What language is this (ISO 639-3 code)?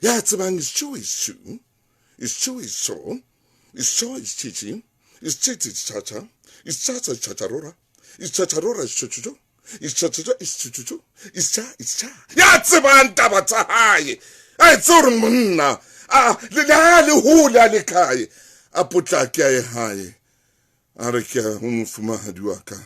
sot